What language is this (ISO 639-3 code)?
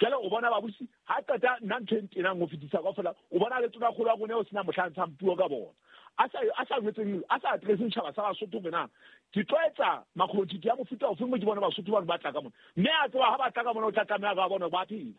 sot